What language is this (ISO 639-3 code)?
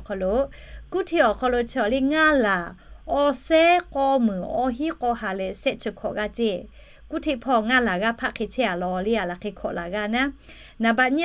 lhu